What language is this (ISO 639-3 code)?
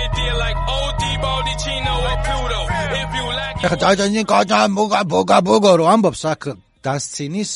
kat